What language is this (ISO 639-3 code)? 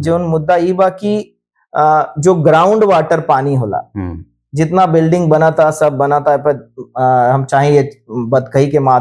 bho